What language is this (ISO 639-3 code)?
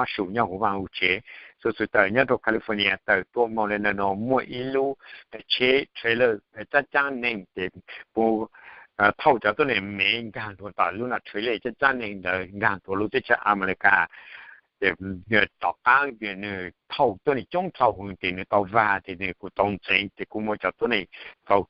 hmn